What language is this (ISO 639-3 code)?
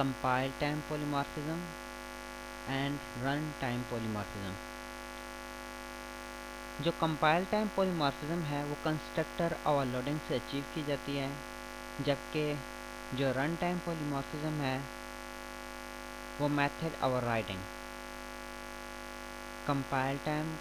hin